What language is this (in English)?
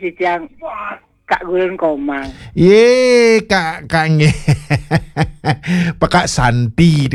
Balinese